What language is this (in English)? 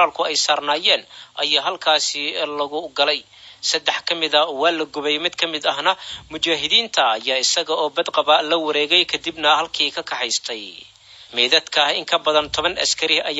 Somali